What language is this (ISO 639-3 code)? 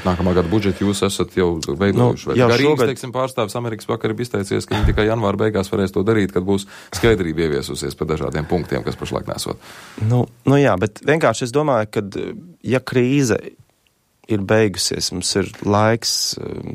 lav